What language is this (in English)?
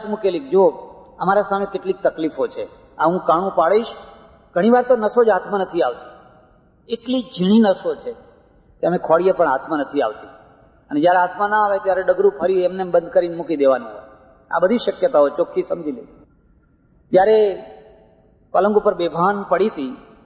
Gujarati